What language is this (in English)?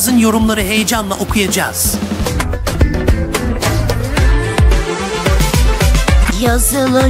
Turkish